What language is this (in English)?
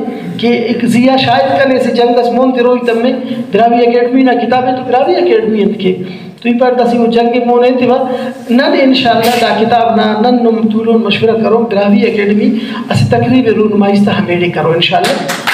Brahui